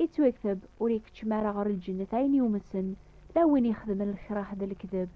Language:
Kabyle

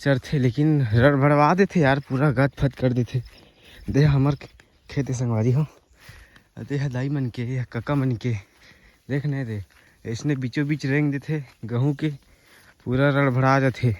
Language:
Chhattisgarhi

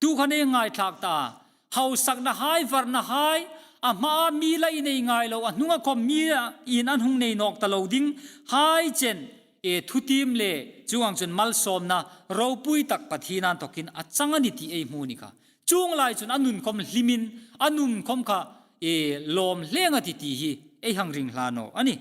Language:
Hmar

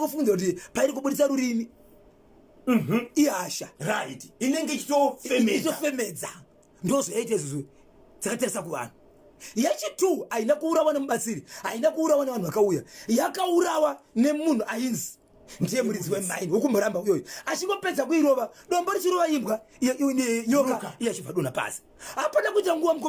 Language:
Shona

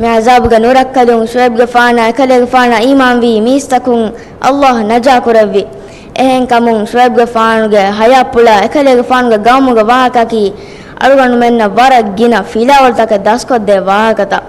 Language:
Divehi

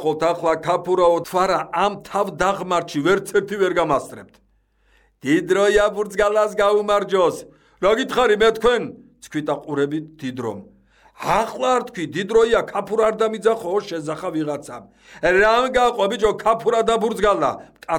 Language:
Georgian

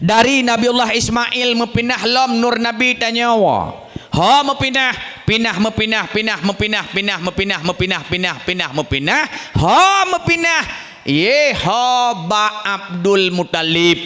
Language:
Achinese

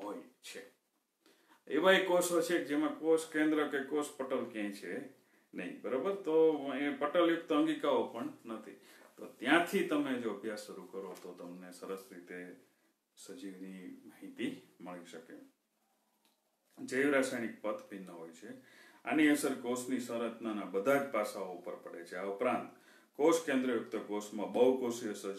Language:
Gujarati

